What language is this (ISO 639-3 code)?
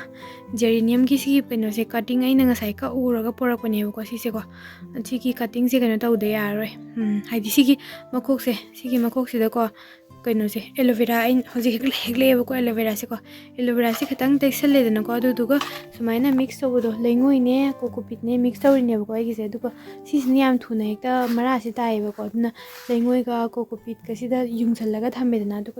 mni